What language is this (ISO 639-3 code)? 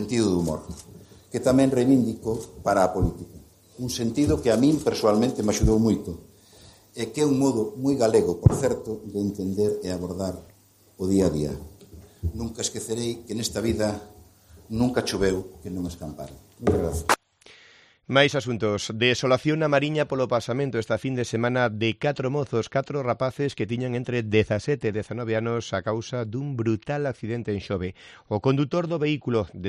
glg